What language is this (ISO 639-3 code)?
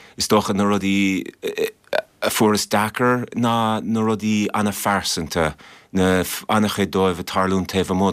gle